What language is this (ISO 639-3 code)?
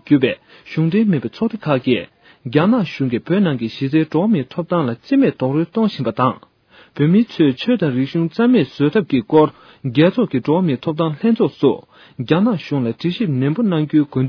bod